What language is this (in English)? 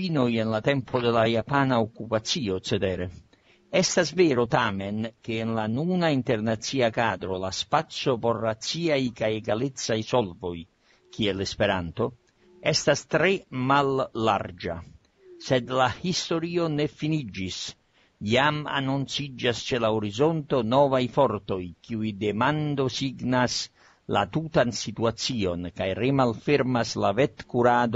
Esperanto